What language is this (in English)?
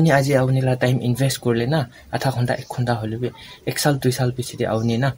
Naga Pidgin